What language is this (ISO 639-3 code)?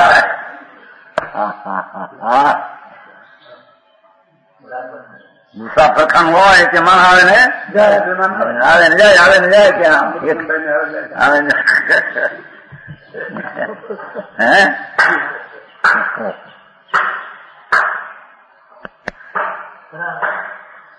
guj